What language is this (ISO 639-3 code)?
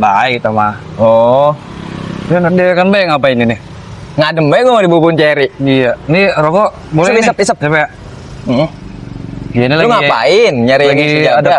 bew